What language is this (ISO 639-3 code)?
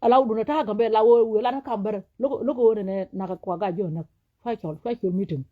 nus